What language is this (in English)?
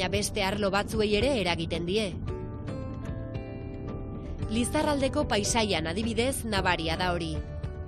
Basque